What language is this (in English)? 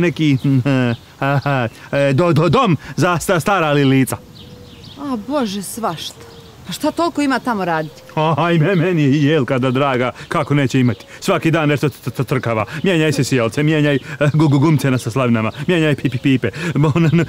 Croatian